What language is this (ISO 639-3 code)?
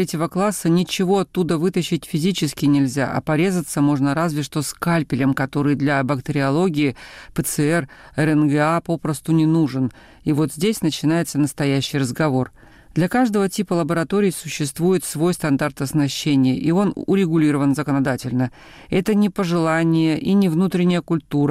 rus